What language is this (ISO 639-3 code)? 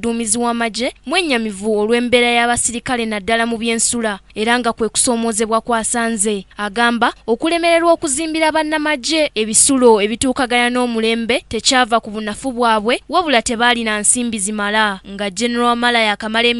lug